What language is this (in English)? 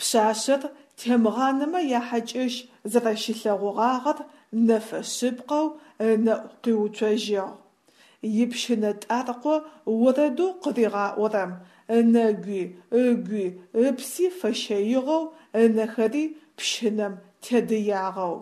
Adyghe